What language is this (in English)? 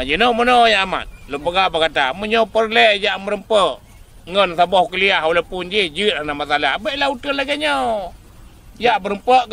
Achinese